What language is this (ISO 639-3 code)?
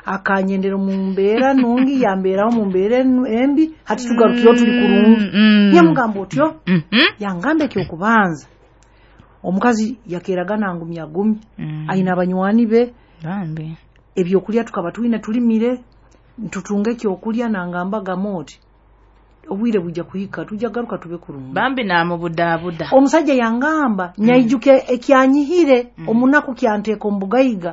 nyo